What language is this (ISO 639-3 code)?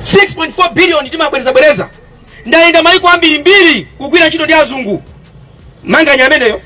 nya